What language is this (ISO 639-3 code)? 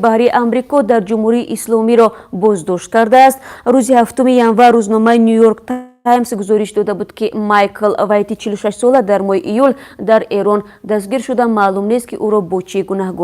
tgk